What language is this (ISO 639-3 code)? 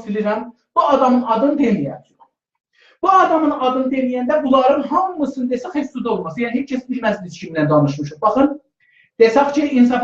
azb